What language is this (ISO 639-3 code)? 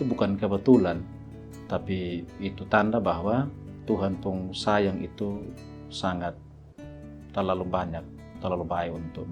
mkn